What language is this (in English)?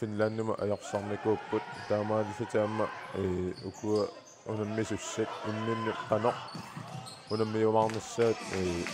Kalaallisut